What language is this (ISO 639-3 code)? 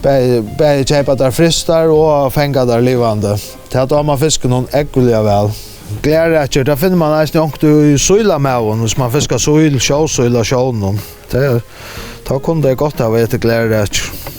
fao